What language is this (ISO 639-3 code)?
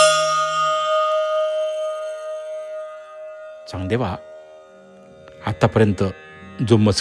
mar